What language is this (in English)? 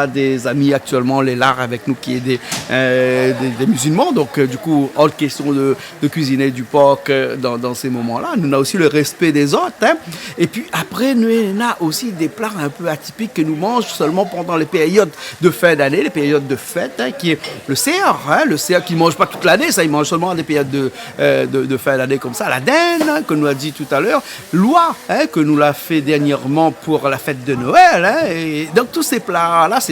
Réunion Creole French